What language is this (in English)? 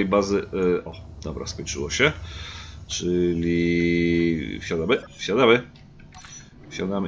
Polish